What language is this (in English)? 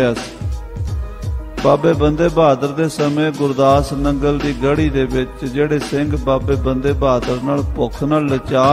Punjabi